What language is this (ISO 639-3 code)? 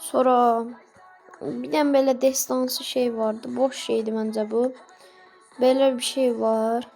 aze